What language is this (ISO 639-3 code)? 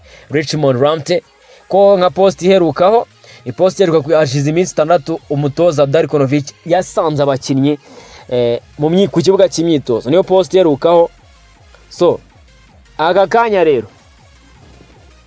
kin